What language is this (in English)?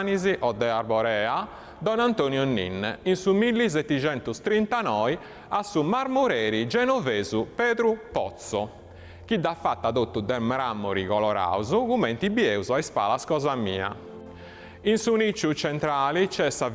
Sardinian